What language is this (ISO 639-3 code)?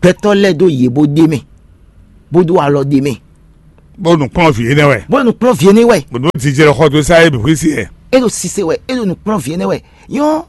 fon